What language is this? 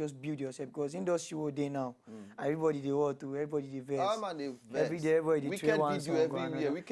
Nigerian Pidgin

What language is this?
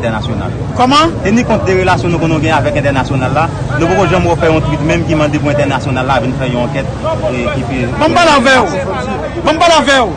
Haitian Creole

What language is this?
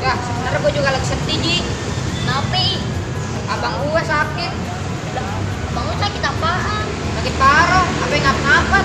Betawi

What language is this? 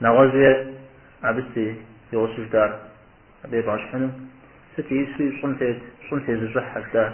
Kabardian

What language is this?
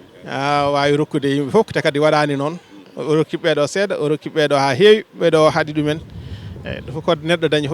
Fula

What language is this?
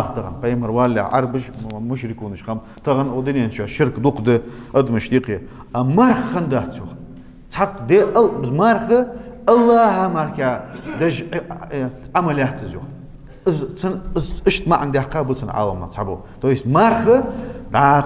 Ingush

